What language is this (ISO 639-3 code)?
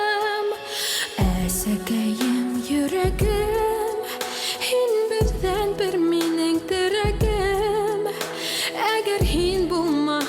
bak